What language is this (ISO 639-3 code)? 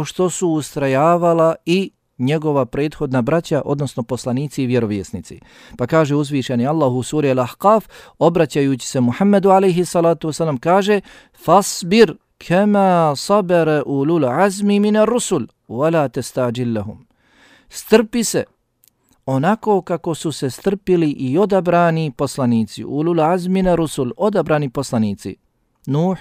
bos